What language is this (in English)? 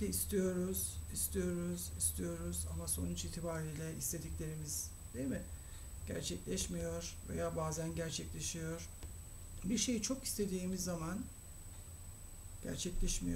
Turkish